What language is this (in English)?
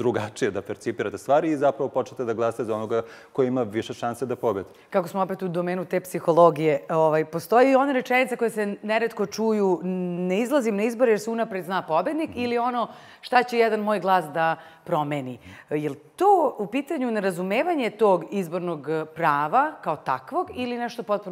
Serbian